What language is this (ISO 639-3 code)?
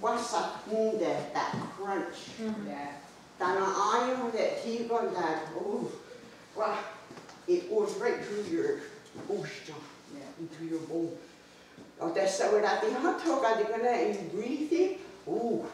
moh